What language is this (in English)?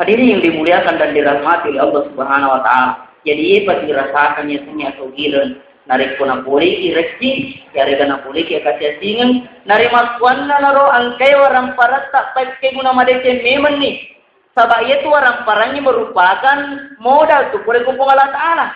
Buginese